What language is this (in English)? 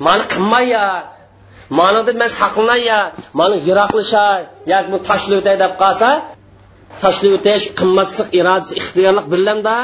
Uyghur